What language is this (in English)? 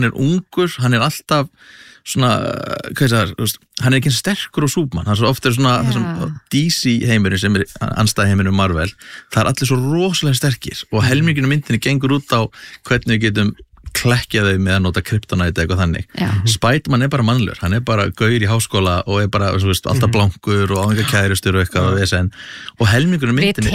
Icelandic